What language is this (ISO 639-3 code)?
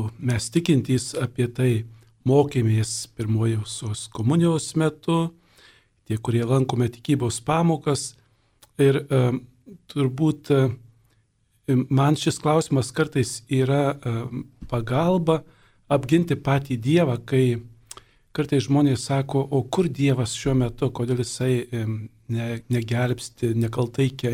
lit